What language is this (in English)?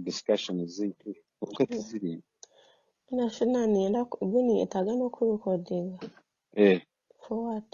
Nyankole